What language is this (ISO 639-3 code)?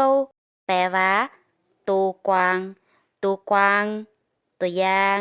lao